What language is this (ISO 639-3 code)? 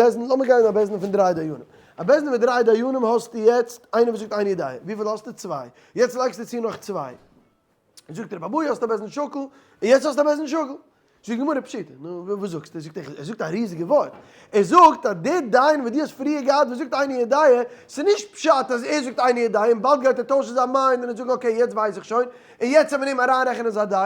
yid